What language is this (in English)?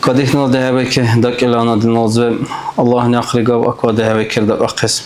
Dargwa